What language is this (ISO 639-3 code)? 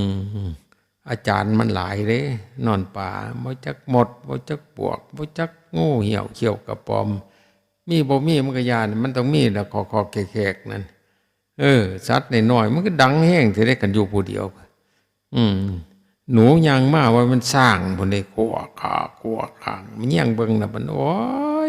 tts